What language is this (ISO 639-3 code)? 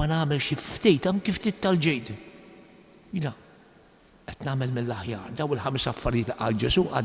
mlt